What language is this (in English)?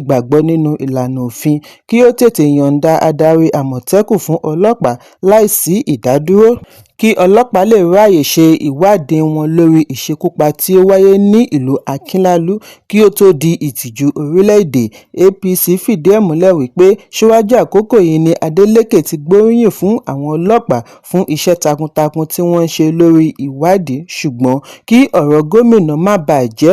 Yoruba